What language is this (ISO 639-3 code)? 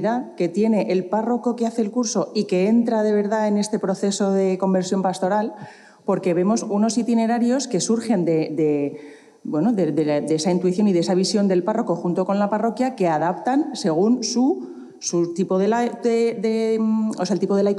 spa